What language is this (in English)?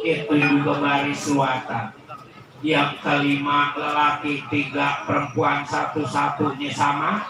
Betawi